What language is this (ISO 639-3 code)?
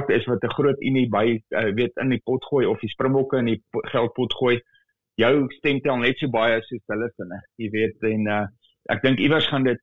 afr